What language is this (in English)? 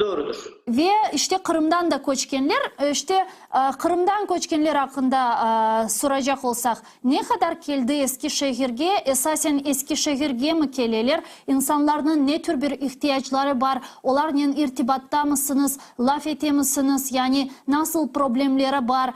Crimean Tatar